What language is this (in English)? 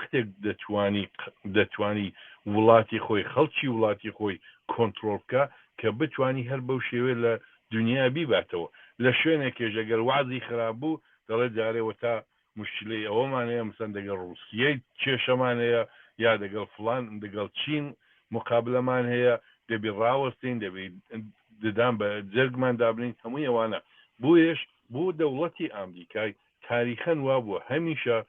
Central Kurdish